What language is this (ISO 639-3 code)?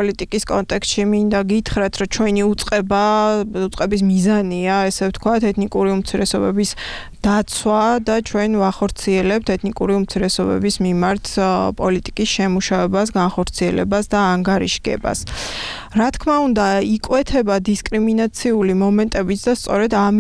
kat